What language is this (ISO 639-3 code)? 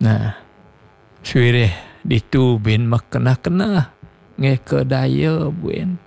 ban